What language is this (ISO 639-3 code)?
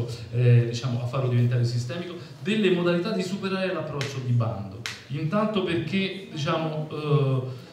ita